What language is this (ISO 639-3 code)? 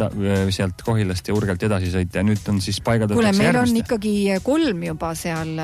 est